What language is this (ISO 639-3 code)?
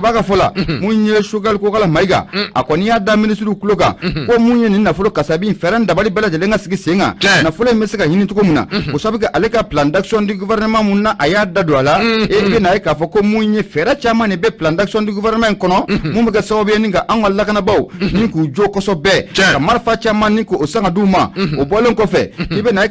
bam